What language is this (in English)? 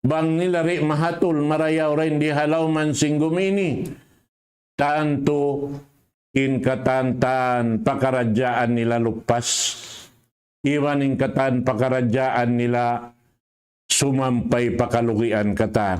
Tausug